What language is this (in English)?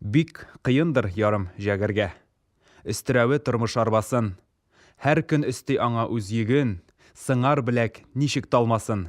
Tatar